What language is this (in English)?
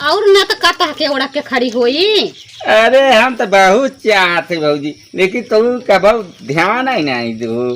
Awadhi